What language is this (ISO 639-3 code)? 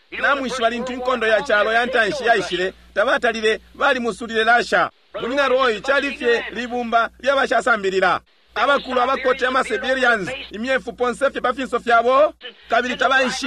bem